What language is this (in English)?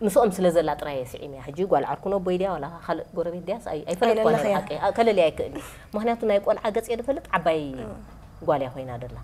Tigrinya